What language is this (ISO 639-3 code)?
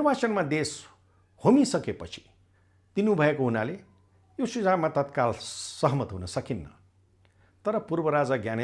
nep